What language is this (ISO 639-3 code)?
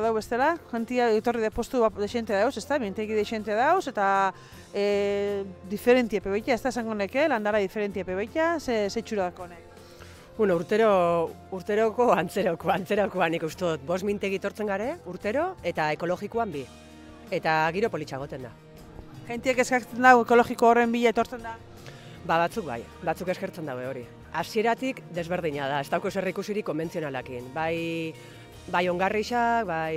eus